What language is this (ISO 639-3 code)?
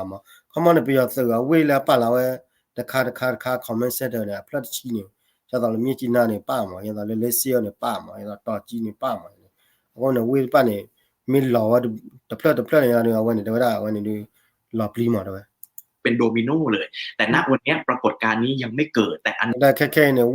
ksw